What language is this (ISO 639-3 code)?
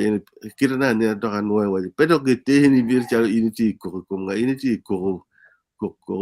ach